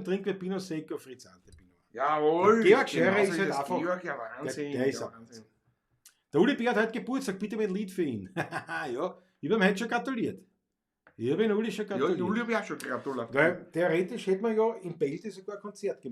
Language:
Bavarian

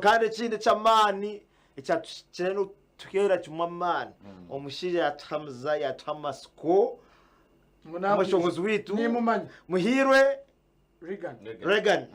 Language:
Nyankole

